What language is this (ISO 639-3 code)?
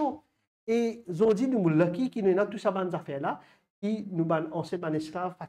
mfe